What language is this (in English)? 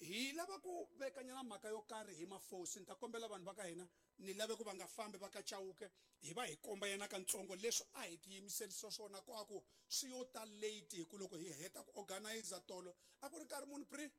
Tsonga